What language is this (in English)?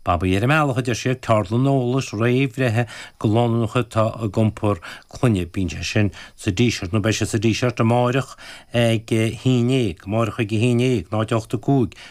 Irish